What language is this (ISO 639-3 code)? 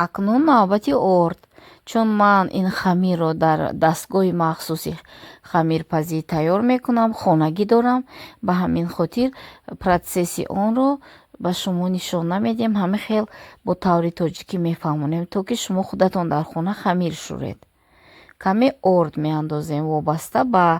tgk